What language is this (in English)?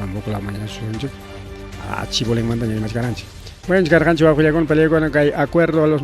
Ayacucho Quechua